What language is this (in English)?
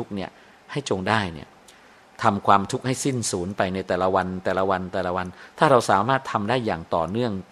Thai